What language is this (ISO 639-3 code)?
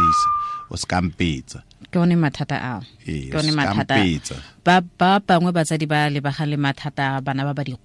tsn